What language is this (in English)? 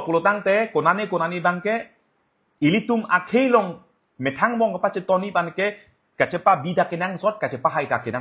Karbi